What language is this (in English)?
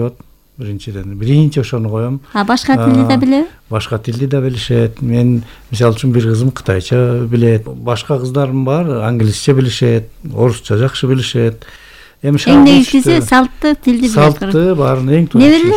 Kyrgyz